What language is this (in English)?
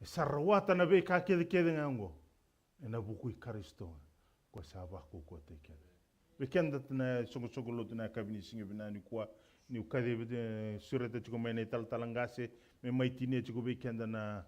Fijian